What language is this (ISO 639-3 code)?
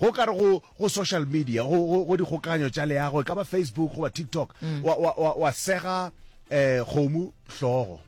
nso